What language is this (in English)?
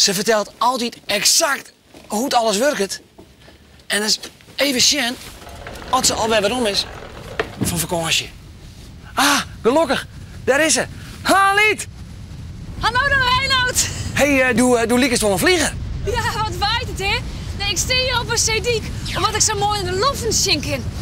Western Frisian